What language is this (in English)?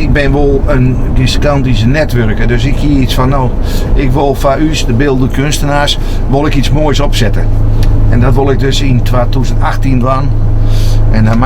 Western Frisian